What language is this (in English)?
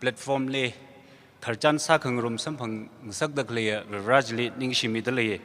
Tangkhul Naga (India)